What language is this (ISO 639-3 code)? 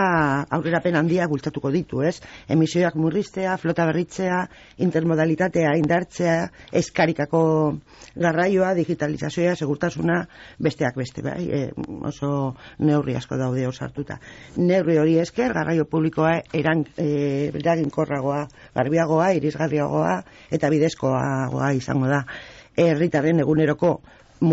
eus